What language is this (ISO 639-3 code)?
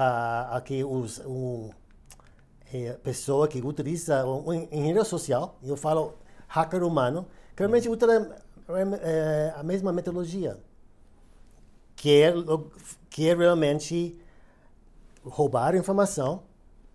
por